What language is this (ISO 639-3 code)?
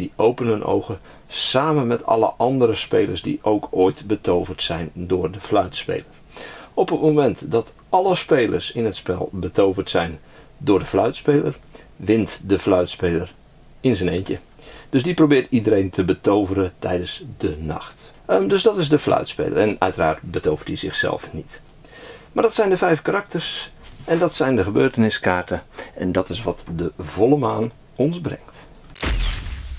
nld